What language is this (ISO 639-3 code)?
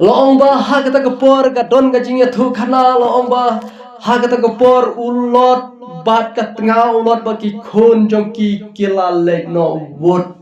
kha